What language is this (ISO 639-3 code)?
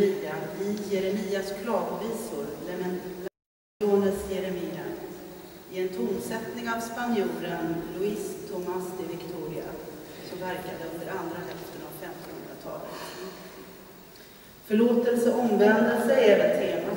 swe